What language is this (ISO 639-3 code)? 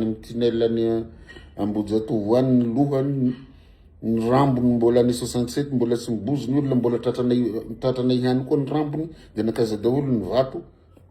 mlg